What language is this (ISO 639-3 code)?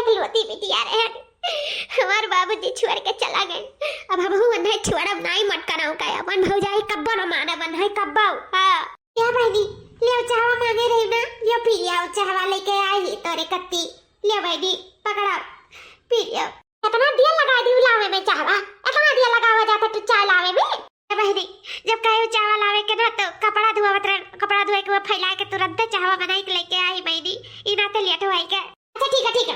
awa